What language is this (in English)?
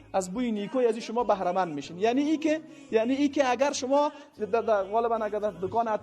Tajik